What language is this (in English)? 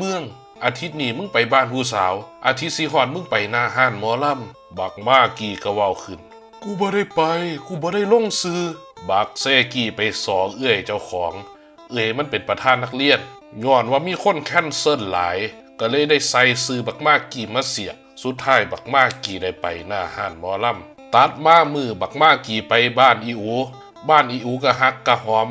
Northeastern Thai